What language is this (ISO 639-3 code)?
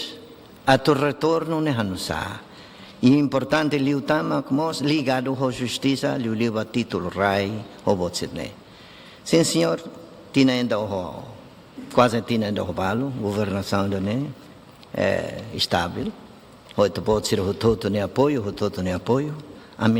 tet